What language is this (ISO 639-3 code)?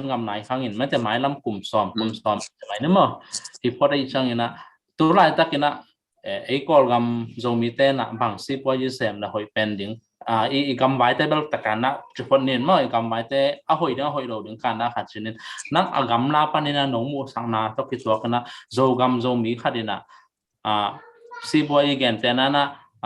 ctd